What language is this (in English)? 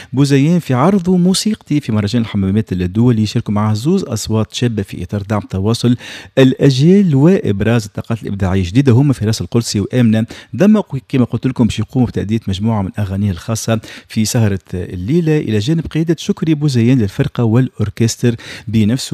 Tunisian Arabic